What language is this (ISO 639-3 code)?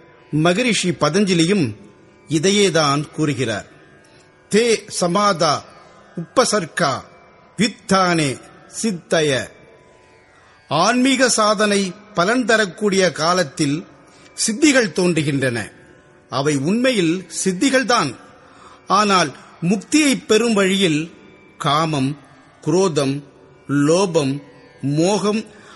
tam